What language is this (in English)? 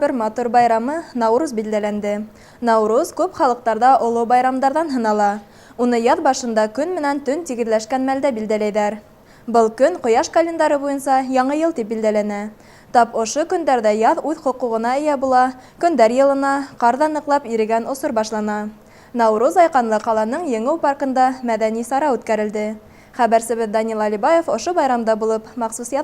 Bashkir